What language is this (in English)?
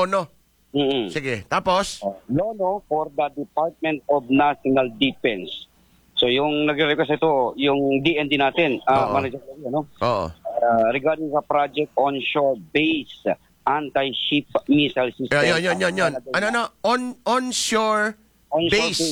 Filipino